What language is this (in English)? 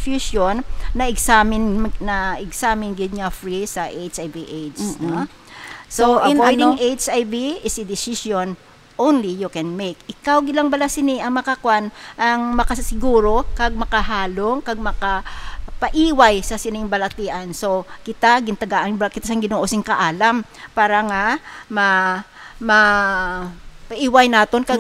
Hiligaynon